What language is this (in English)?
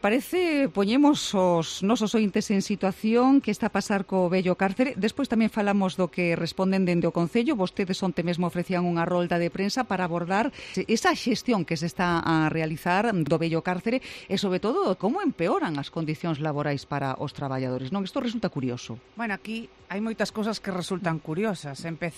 Galician